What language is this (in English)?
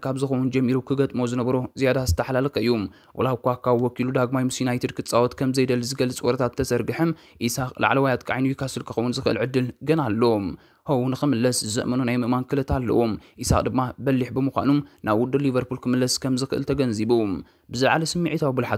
Tigrinya